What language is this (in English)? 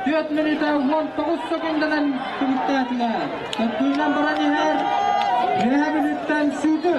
Yakut